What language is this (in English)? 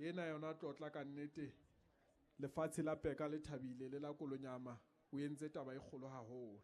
Southern Sotho